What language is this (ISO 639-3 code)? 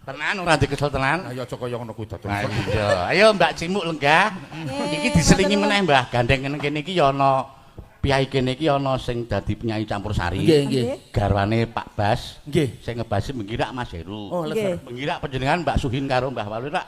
jav